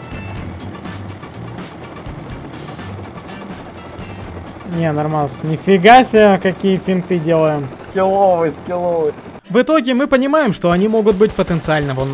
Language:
Russian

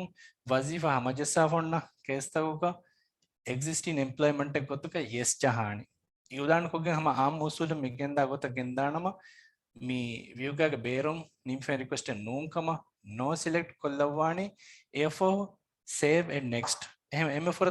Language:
Divehi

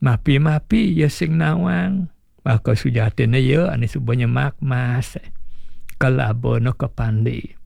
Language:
Balinese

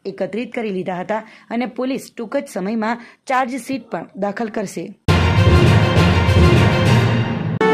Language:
Gujarati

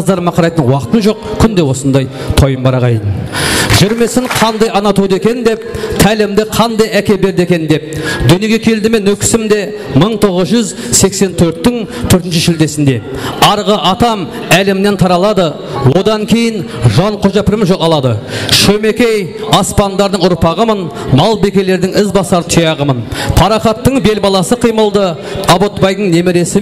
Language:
Kara-Kalpak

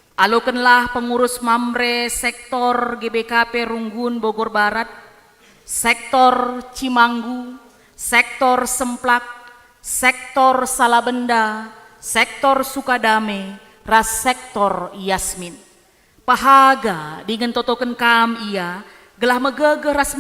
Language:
Batak Karo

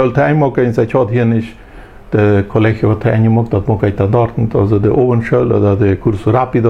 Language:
Plautdietsch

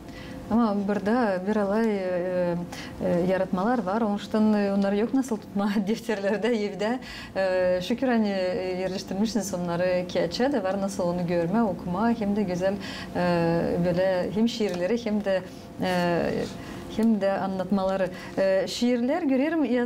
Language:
Gagauz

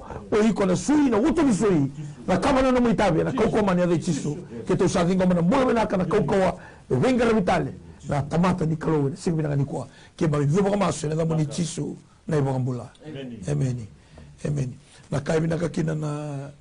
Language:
Fijian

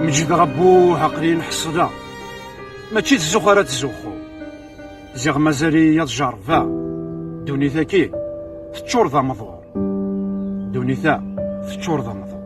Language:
Kabyle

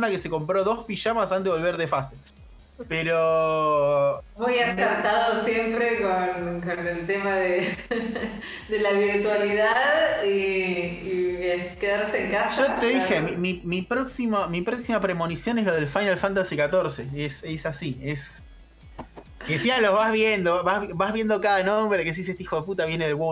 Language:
Spanish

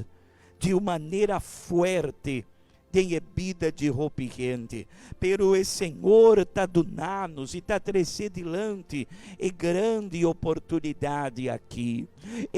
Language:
Papiamento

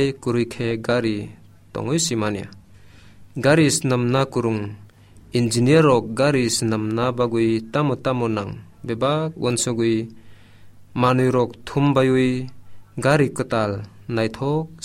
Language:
Kok Borok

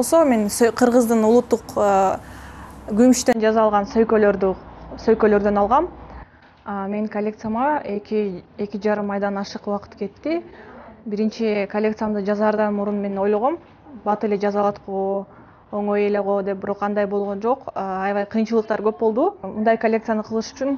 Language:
Kyrgyz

